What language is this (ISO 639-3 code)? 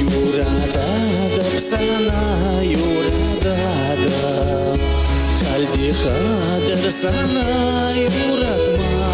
chv